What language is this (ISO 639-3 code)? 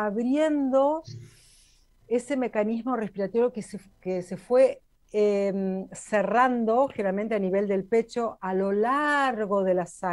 spa